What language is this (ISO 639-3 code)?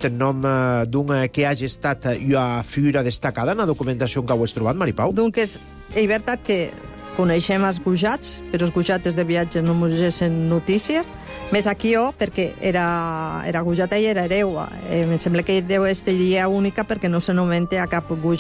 cat